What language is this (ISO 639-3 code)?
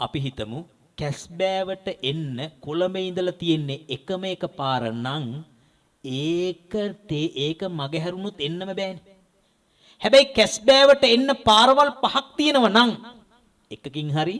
sin